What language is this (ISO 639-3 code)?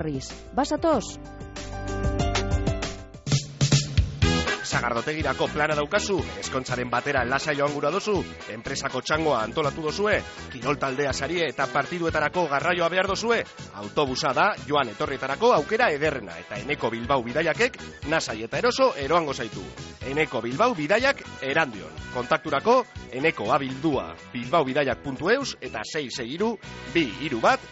eus